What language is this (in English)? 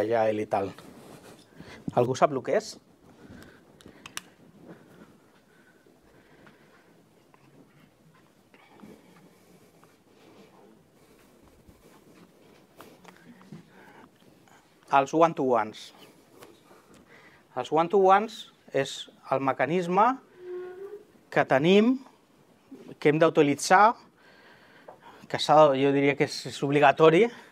Catalan